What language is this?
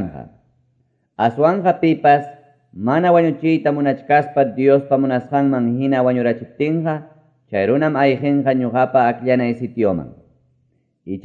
Quechua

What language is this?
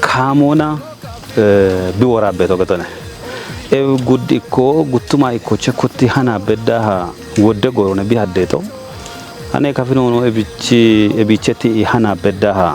Kafa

